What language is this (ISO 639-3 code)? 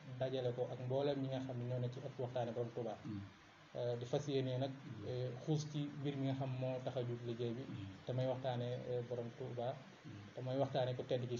wol